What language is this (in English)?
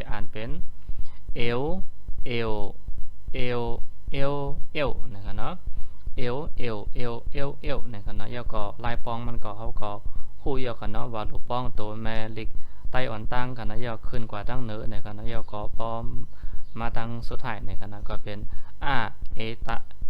Shan